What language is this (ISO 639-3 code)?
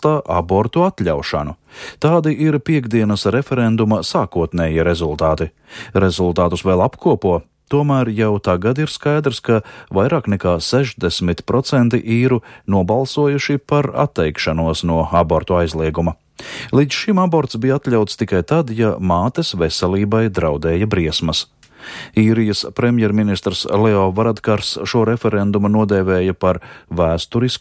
lav